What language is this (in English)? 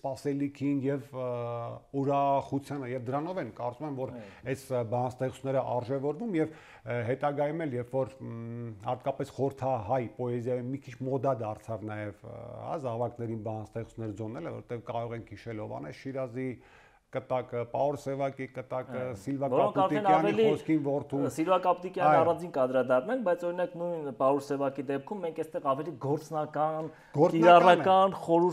Armenian